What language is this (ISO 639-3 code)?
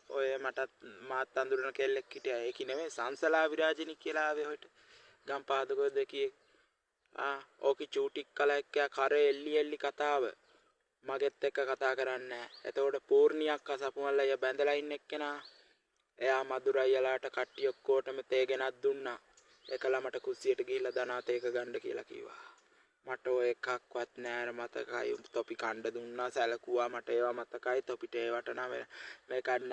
sin